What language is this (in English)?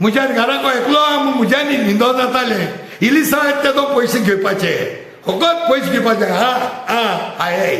Konkani